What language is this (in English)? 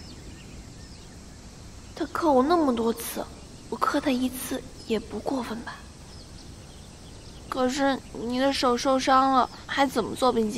Chinese